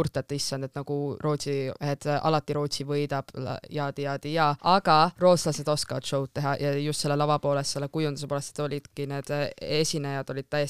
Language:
Estonian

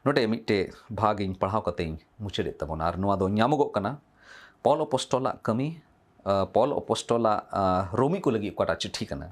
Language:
Santali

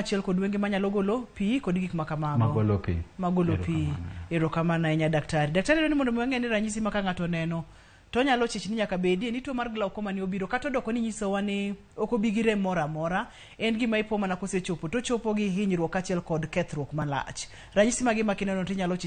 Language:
Luo (Kenya and Tanzania)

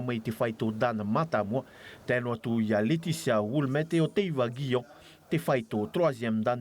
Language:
Tahitian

